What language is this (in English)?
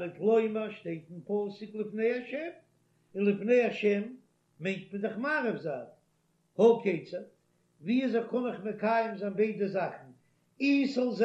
Yiddish